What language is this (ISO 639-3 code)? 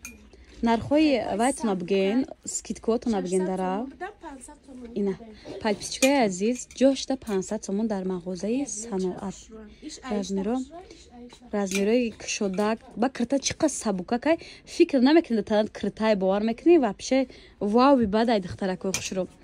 tgk